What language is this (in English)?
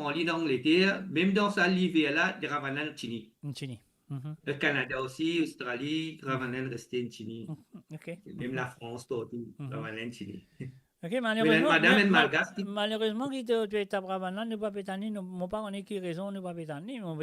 Morisyen